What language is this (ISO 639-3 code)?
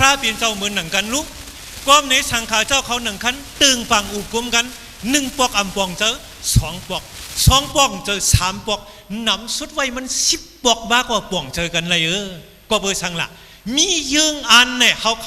shn